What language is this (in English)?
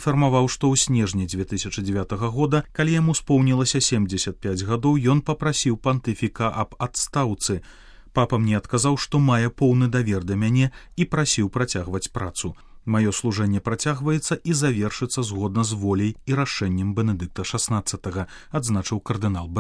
Belarusian